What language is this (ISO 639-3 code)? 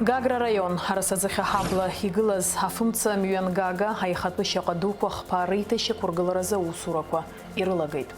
abk